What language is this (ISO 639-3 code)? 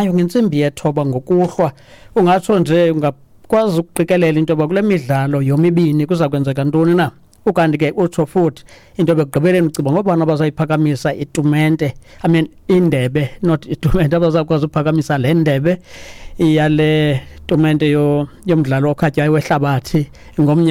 xho